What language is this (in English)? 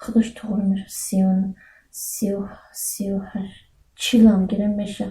Tajik